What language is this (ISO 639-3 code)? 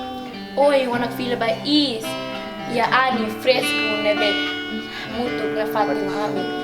tet